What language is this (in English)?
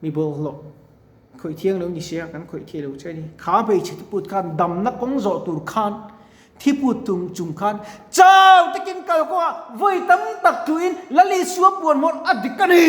Mizo